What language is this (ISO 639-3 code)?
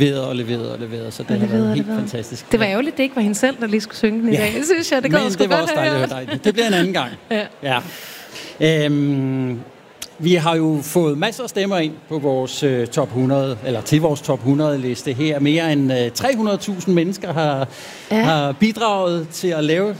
dan